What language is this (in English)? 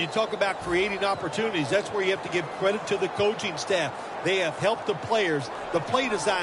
English